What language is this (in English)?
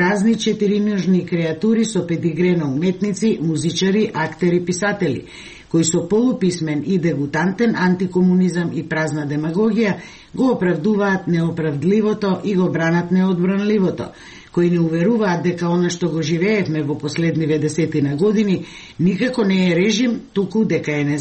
Macedonian